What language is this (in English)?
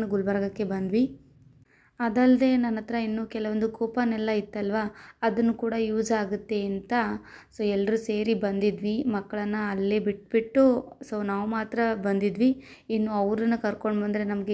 Kannada